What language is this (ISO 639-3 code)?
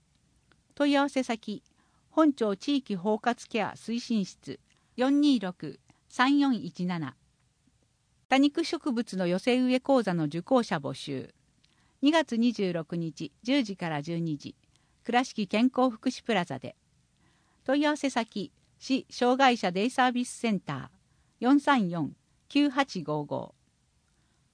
jpn